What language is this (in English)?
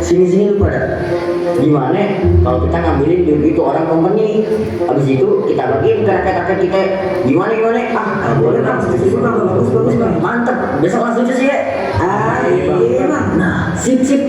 Betawi